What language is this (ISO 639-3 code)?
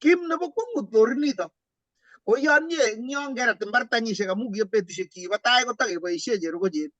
kln